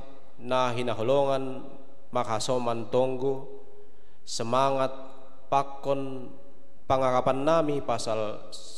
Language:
Batak Simalungun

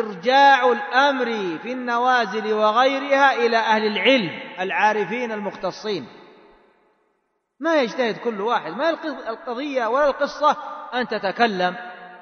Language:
Arabic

